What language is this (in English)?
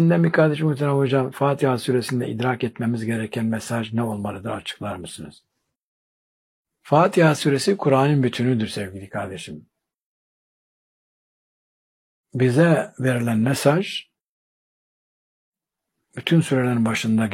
Turkish